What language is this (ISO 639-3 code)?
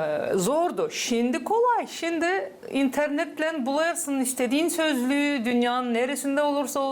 gag